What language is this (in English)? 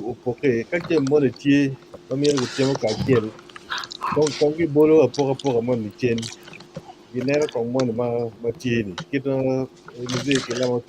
Acoli